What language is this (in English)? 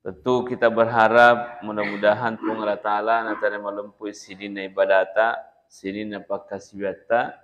Buginese